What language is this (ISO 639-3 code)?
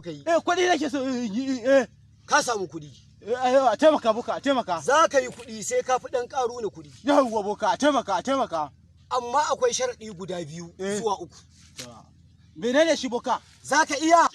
hau